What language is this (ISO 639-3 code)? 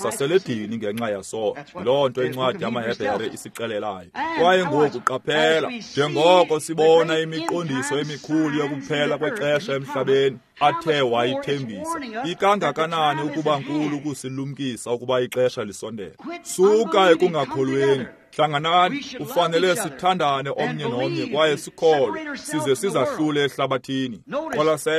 xho